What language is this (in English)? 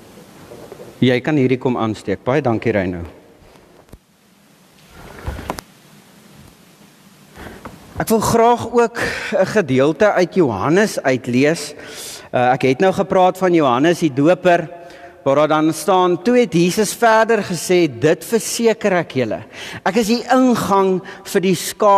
Afrikaans